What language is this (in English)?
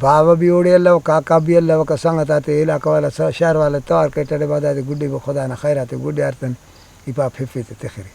Brahui